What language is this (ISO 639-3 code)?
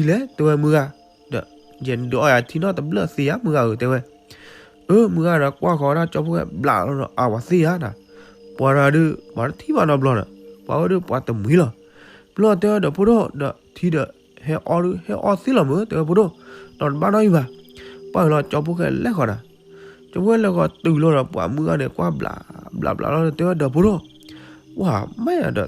ksw